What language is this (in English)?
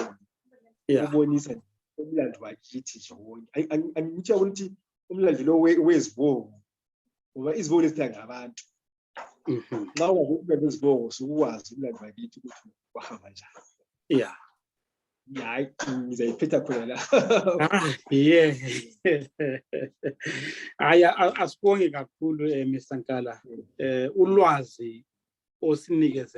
Zulu